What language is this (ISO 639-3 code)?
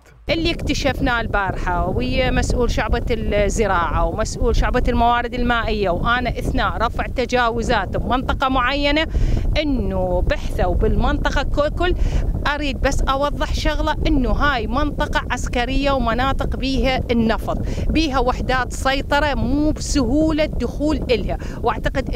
acm